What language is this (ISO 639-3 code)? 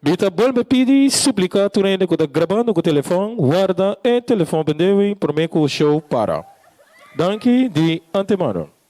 pap